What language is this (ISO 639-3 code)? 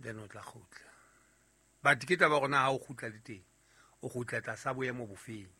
sot